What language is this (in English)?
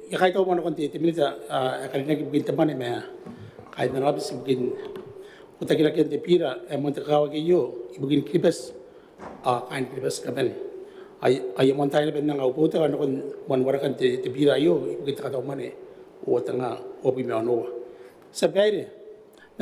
Gilbertese